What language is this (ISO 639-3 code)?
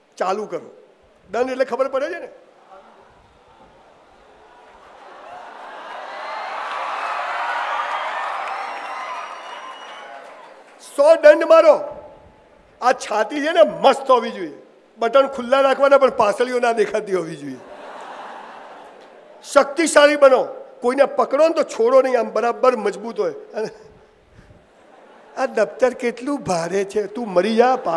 guj